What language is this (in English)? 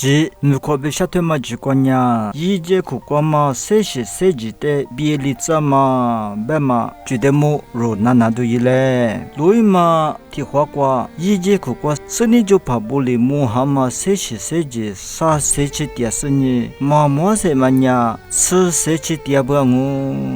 Lisu